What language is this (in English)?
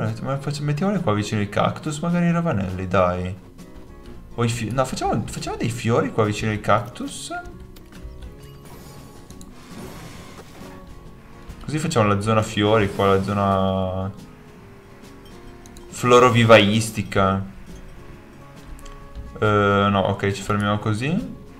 Italian